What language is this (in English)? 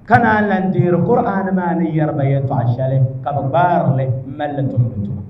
Dagbani